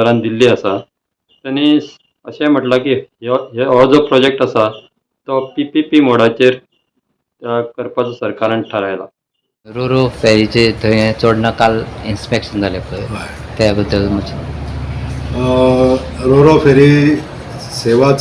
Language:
Konkani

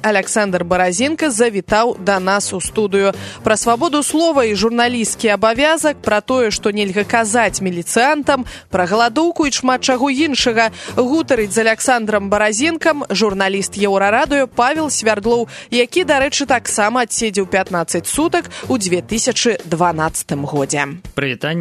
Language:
Belarusian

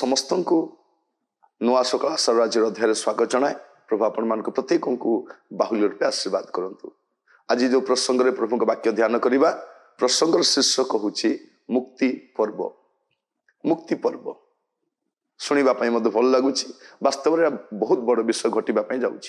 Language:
Odia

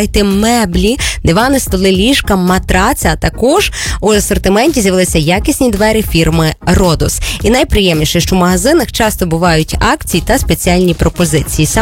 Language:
Ukrainian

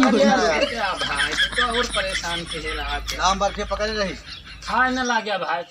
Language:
Awadhi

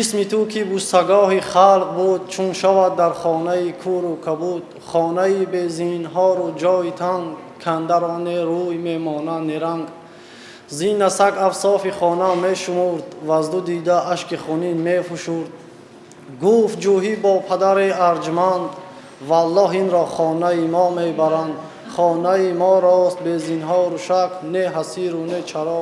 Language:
Tajik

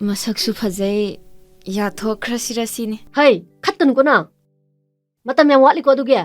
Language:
Manipuri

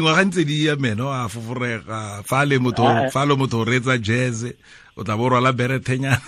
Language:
Tswana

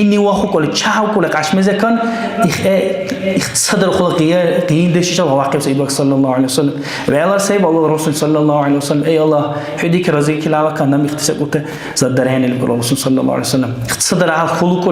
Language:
Dargwa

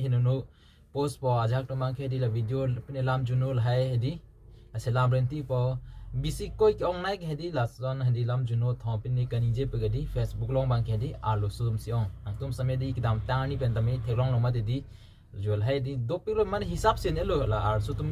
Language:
Karbi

